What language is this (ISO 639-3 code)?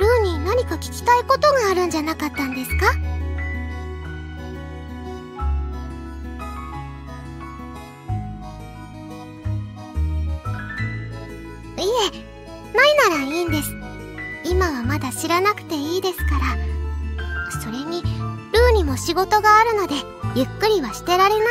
jpn